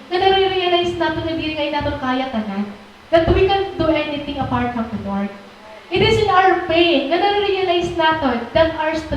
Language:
Waray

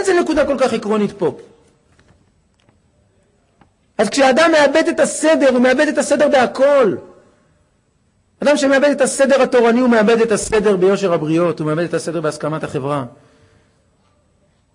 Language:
Hebrew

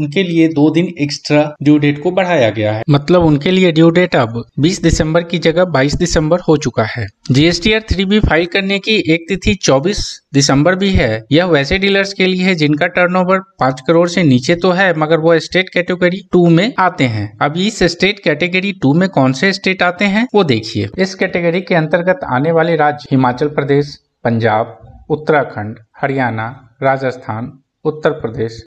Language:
Hindi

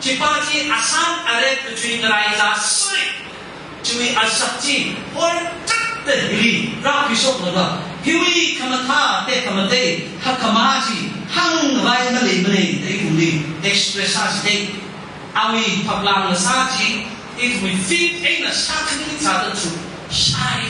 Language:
Tangkhul Naga (India)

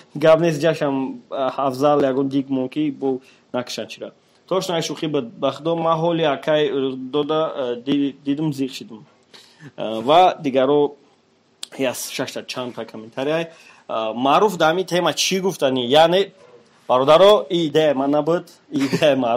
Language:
Tajik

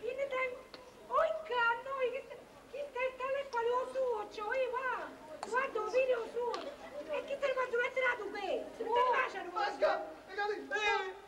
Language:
Neapolitan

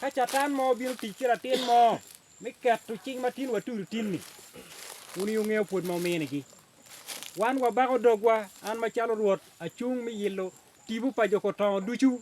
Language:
Acoli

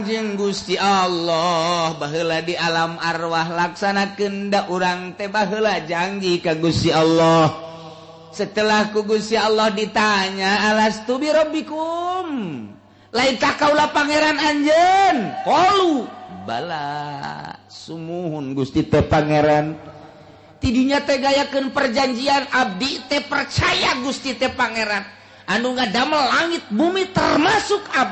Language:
Sundanese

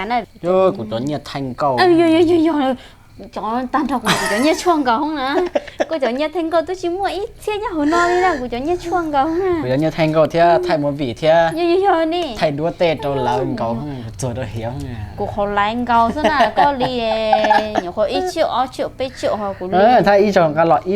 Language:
Hmong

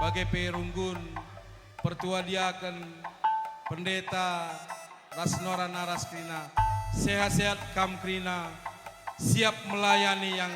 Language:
Batak Karo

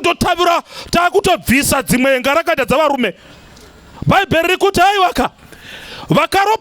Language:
Shona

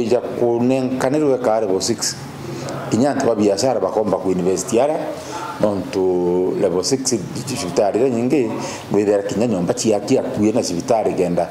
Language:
Meru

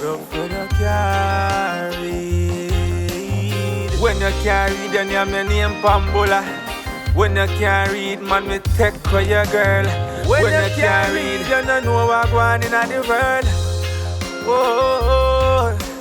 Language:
Jamaican Creole English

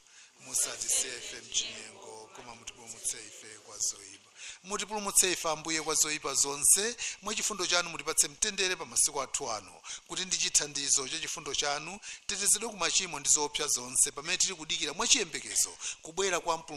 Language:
Nyanja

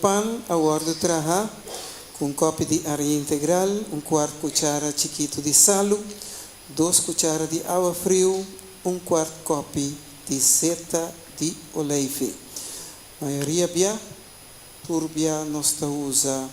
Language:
Papiamento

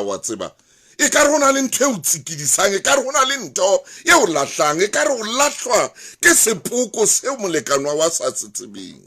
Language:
Southern Sotho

